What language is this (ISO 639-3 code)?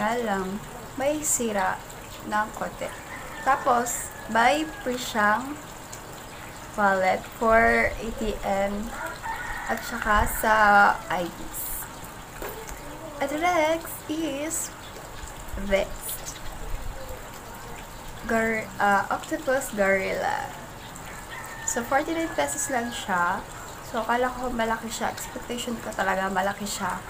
fil